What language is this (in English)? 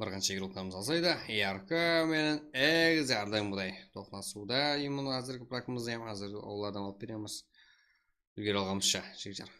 Kara-Kalpak